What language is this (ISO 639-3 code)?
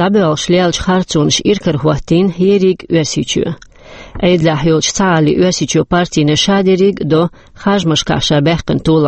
che